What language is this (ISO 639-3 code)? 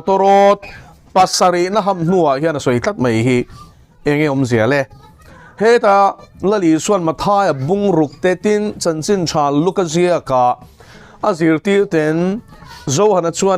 lus